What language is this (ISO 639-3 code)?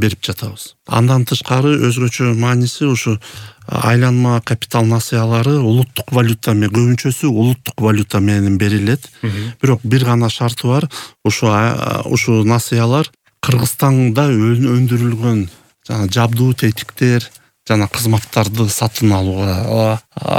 kir